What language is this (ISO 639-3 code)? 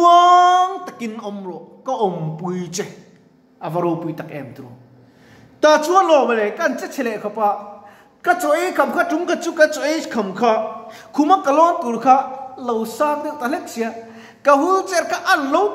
lus